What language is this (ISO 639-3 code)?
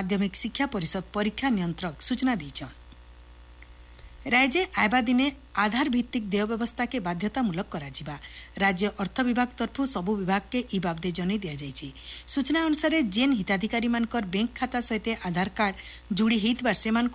ori